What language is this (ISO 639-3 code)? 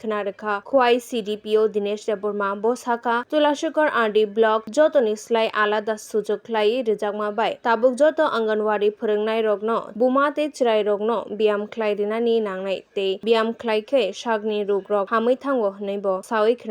trp